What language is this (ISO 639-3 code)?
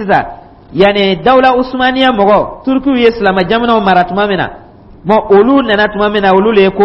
dyu